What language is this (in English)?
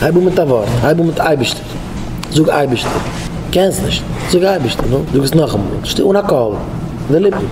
Yiddish